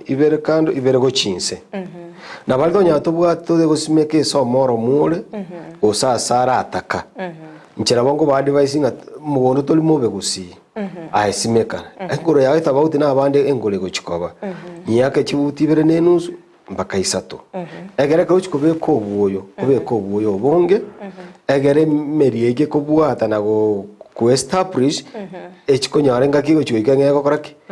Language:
Gusii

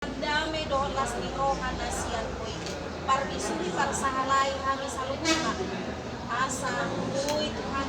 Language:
Batak Toba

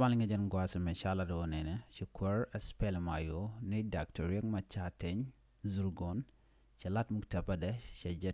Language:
Nuer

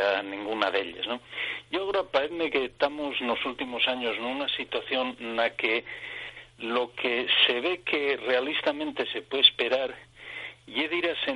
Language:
Asturian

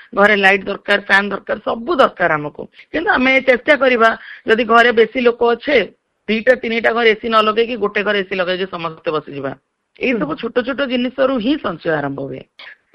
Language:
Odia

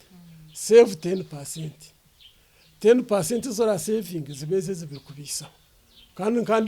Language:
Nyankole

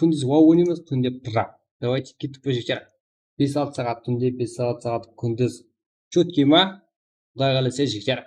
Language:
Kara-Kalpak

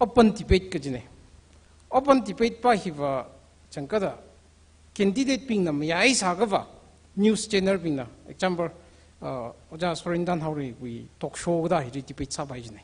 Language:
Tangkhul Naga (India)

